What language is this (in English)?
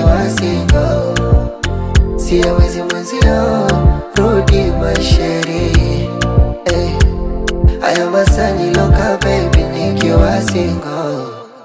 Swahili